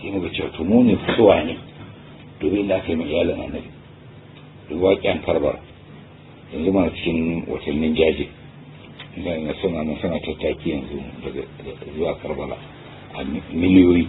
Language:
Hausa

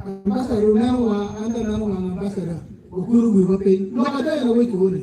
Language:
Acoli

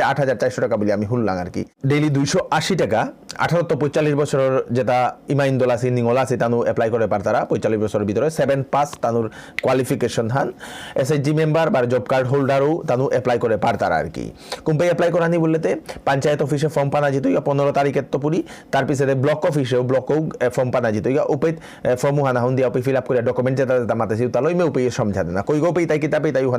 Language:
Bishnupriya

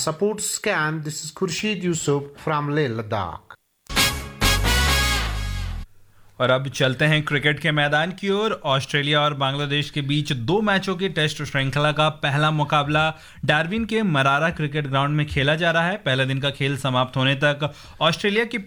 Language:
Hindi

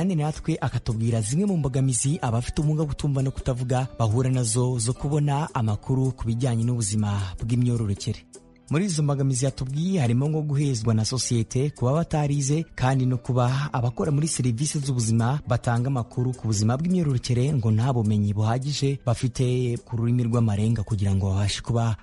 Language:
Kinyarwanda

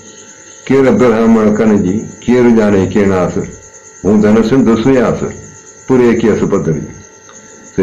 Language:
Sindhi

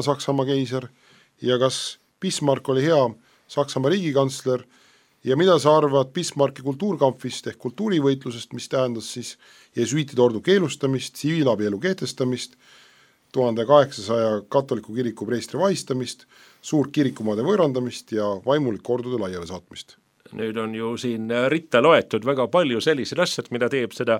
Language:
Estonian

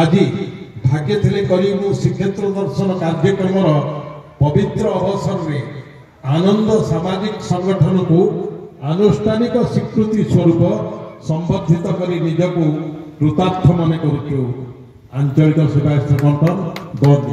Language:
Odia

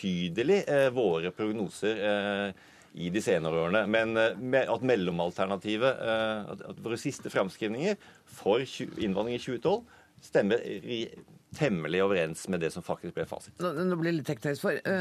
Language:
Norwegian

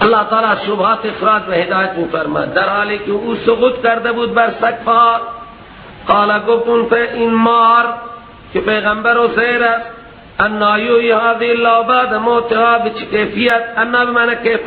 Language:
Persian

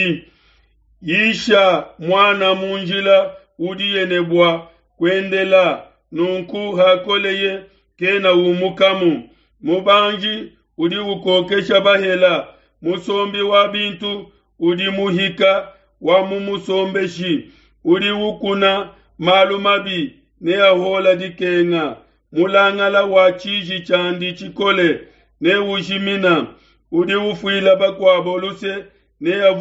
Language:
Luba-Lulua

